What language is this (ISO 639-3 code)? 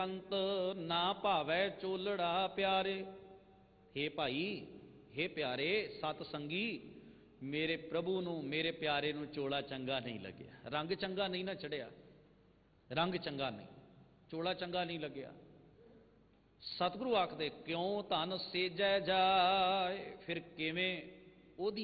pan